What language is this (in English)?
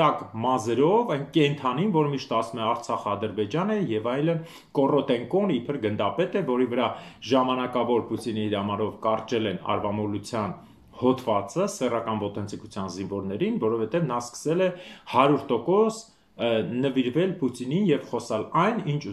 Armenian